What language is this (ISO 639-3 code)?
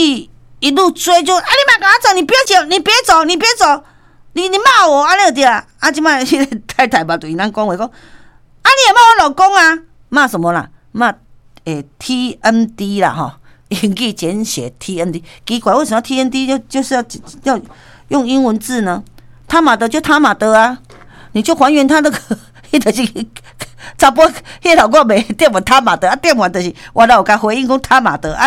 nan